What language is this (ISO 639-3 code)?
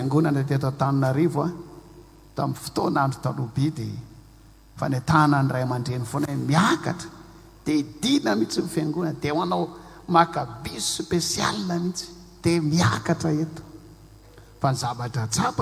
mlg